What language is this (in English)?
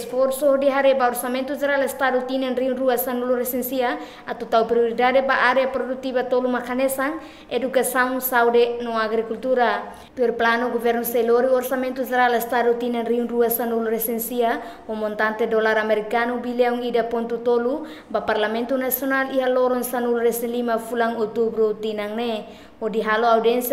Tetum